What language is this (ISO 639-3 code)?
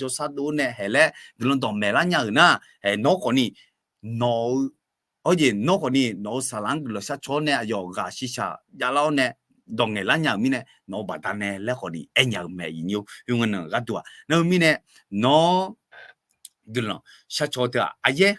ahk